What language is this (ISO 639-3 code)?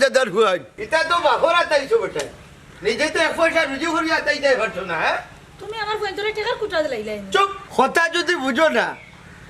syl